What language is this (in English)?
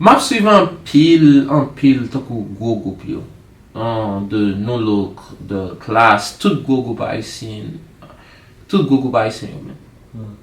Haitian Creole